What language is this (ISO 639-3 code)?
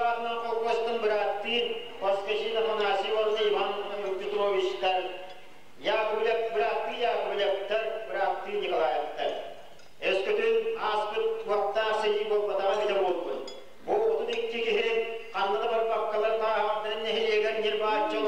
sah